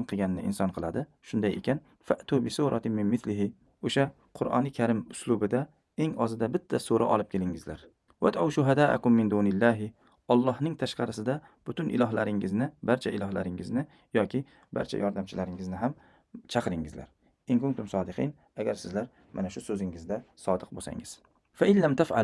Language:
Uzbek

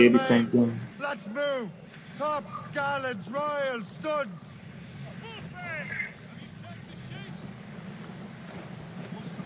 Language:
Hungarian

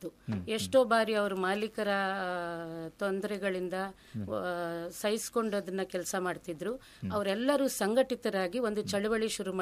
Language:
Kannada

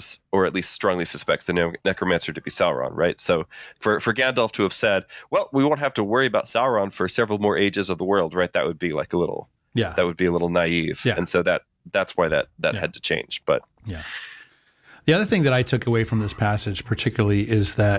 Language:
English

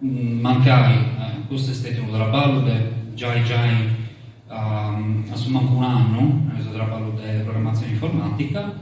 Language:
Sardinian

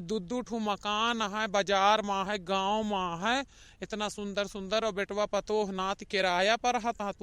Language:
Awadhi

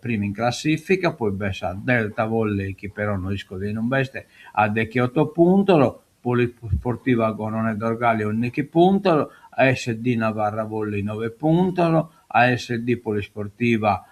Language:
Sardinian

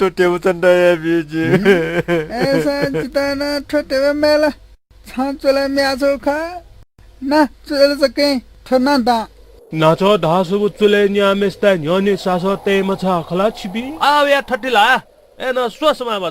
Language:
Newari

